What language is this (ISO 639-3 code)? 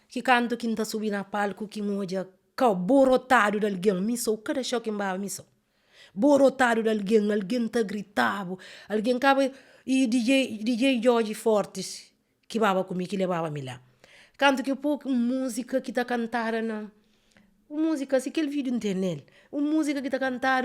kea